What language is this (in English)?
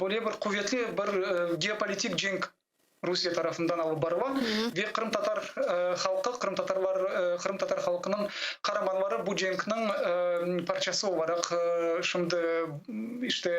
Crimean Tatar